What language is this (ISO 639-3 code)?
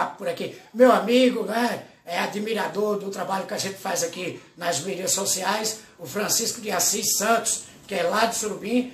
por